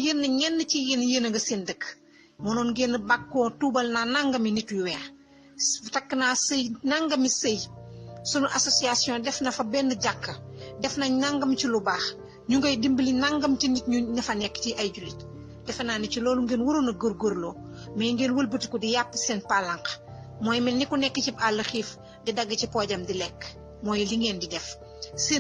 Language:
Wolof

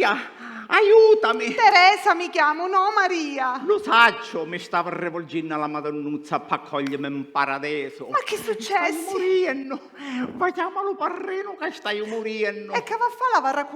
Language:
Sicilian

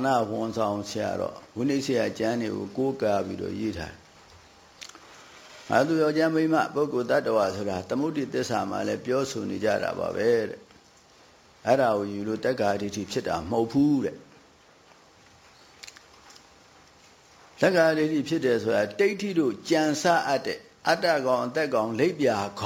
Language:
Burmese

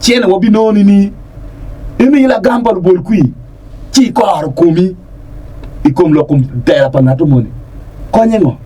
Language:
Acoli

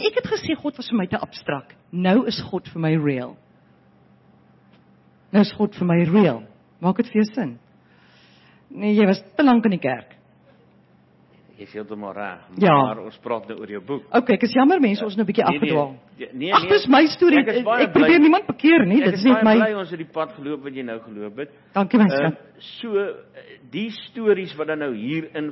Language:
Afrikaans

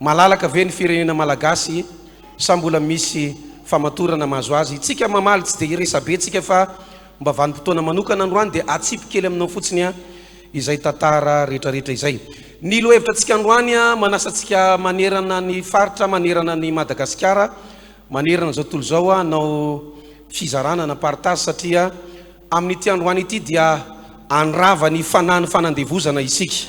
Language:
Malagasy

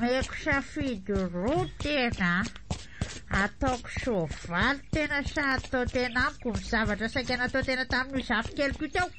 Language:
Malagasy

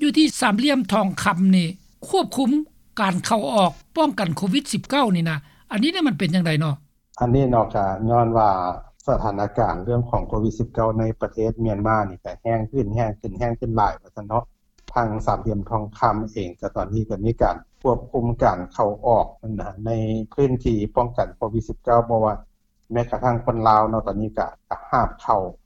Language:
Lao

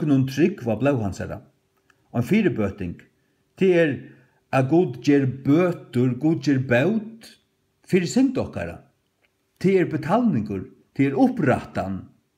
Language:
Faroese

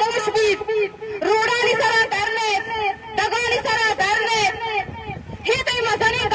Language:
Eastern Balochi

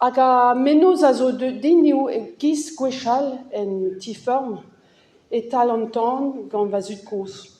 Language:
Breton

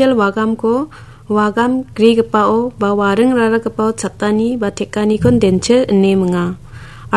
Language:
Garo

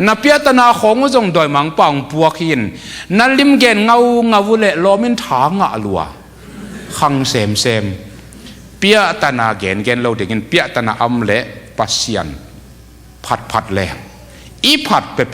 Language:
Tedim Chin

